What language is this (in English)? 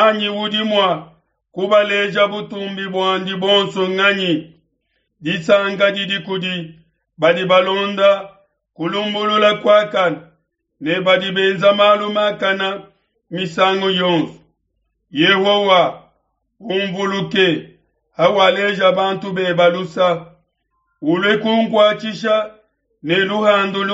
Luba-Lulua